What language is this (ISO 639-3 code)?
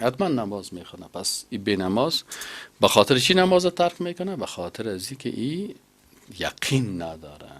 fas